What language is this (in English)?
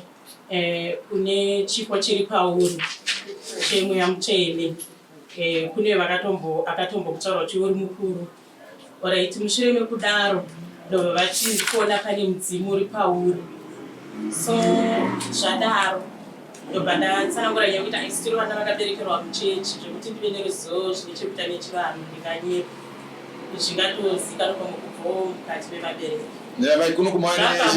Shona